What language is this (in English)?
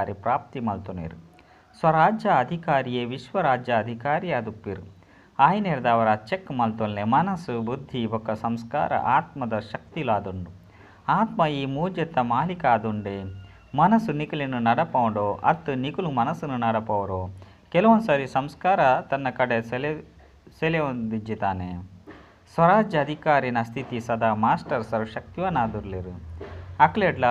Tulu